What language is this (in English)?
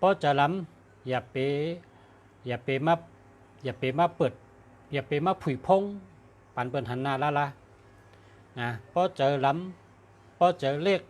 Shan